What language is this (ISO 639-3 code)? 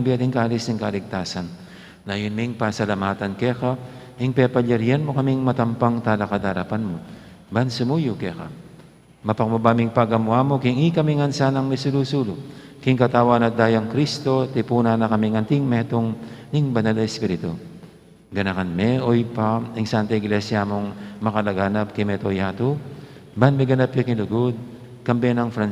pam